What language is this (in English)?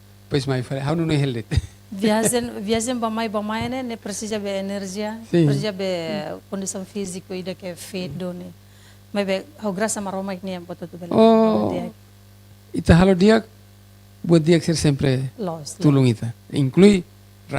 Tetum